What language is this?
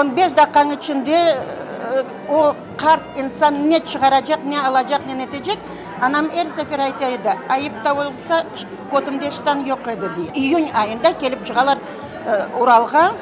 Crimean Tatar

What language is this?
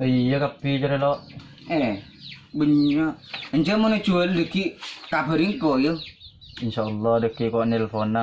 Madurese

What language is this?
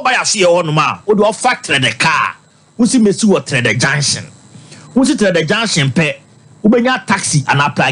Akan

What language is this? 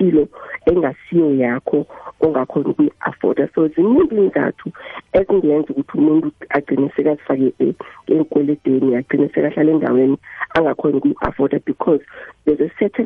South Ndebele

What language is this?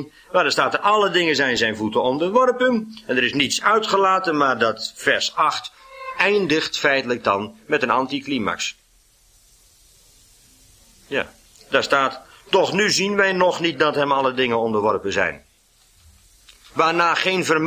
Dutch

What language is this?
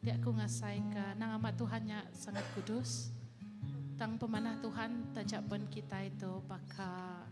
Iban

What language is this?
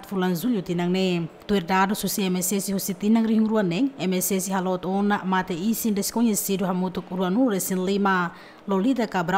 Tetum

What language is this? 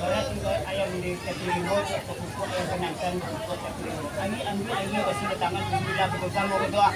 Minangkabau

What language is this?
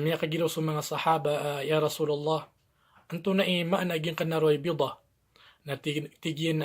Maranao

